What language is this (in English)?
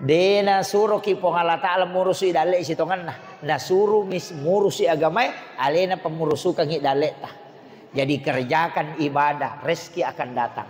Buginese